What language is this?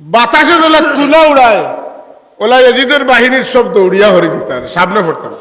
Sylheti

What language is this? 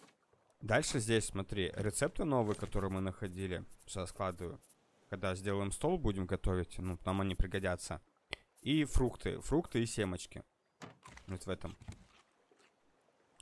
Russian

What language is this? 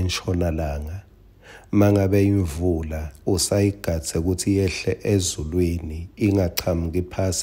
Swati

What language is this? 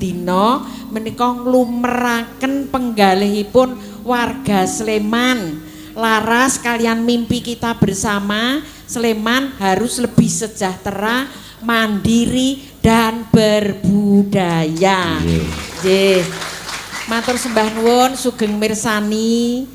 Javanese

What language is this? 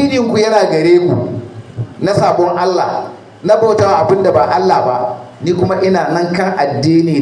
Hausa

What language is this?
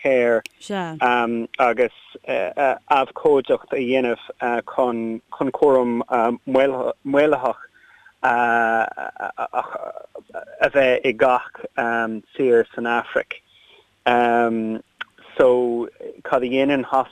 Irish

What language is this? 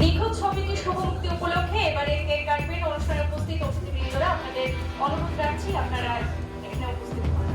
Sylheti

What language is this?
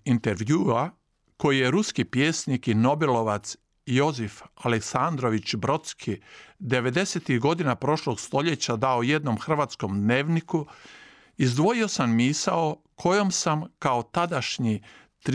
Croatian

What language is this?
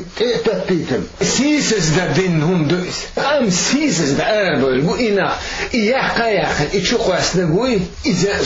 Chechen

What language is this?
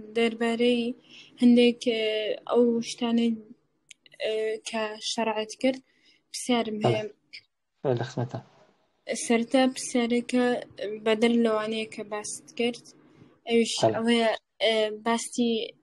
Central Kurdish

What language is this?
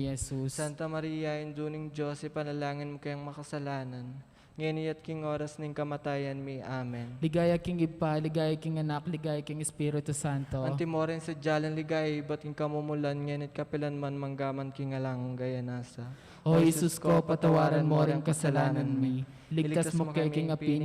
Pampanga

